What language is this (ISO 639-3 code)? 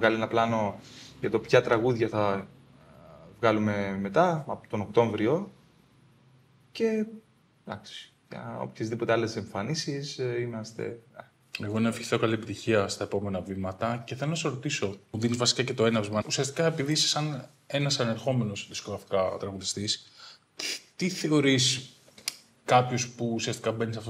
ell